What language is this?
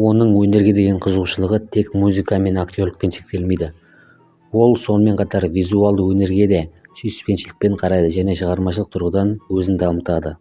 Kazakh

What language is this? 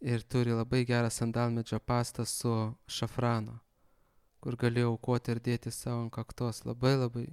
Lithuanian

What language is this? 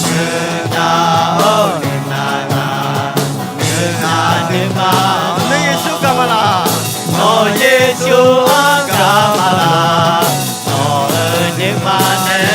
Akha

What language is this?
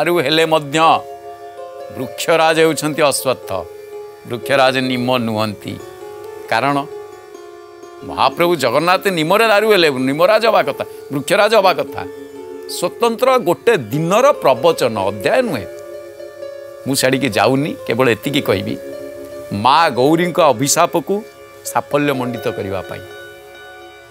Odia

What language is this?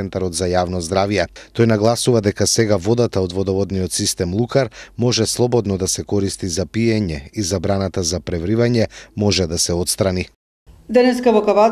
Macedonian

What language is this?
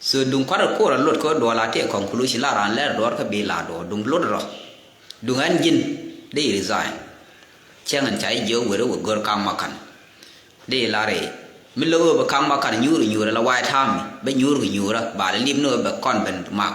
Nuer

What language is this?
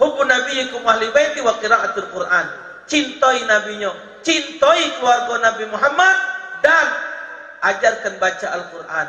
Musi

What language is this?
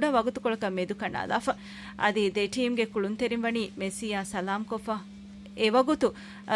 Divehi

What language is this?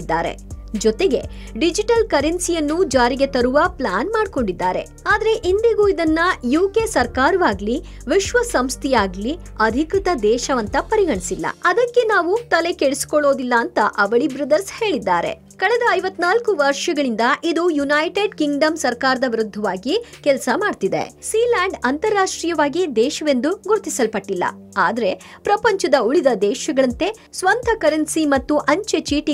Kannada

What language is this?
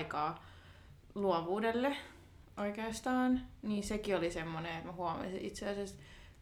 Finnish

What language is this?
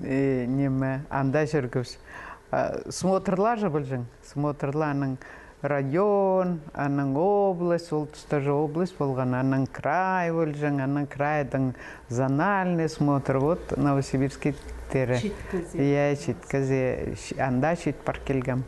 Khakas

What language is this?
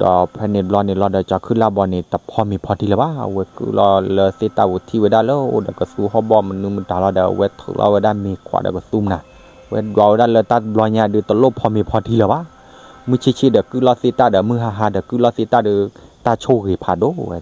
S'gaw Karen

